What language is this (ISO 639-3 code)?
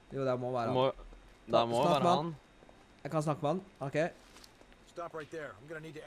nor